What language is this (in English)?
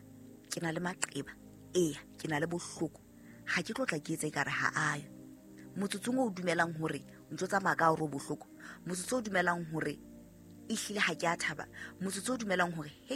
Southern Sotho